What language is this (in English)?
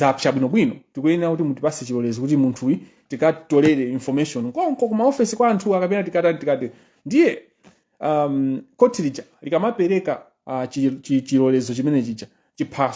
Nyanja